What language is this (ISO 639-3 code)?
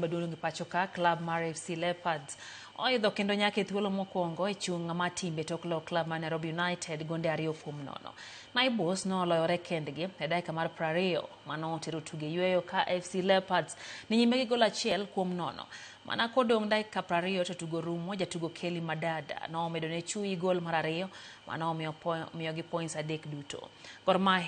luo